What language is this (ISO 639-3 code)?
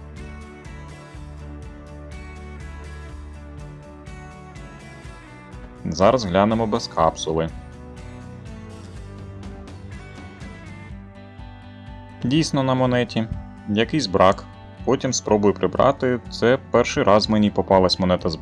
ukr